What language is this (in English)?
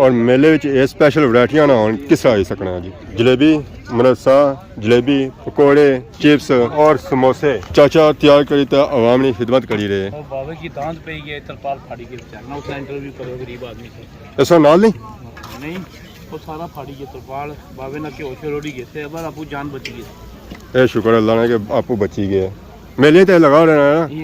Pahari-Potwari